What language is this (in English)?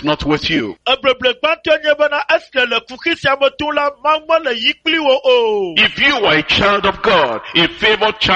Ewe